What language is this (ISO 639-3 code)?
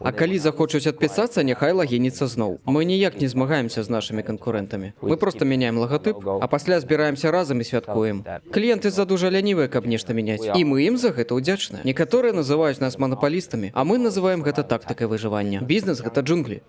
bel